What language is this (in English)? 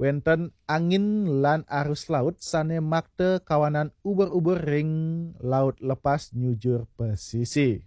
Balinese